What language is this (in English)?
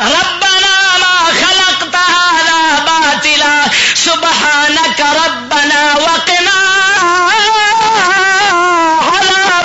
Western Panjabi